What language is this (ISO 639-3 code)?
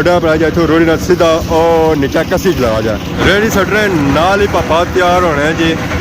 phr